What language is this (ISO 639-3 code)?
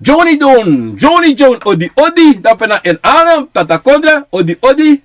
srn